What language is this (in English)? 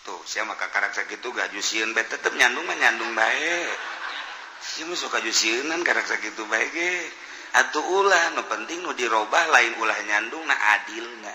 Sundanese